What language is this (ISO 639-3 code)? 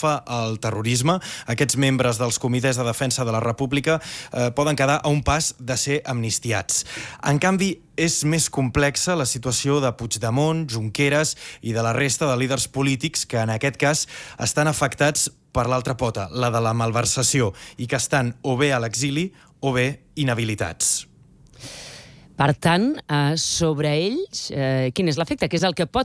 cat